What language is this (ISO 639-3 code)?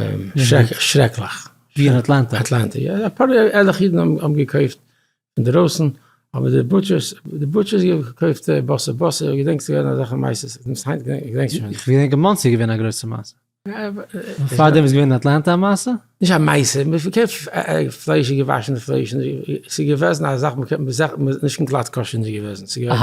yid